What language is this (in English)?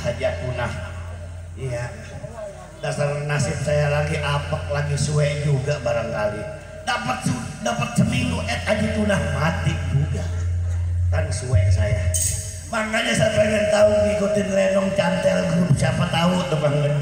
Betawi